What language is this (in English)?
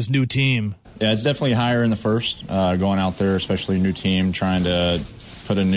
English